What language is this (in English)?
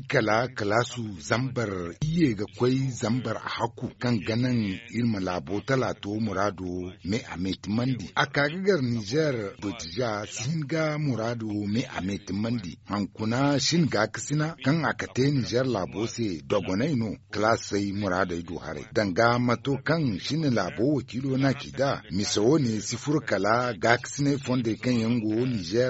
Zarma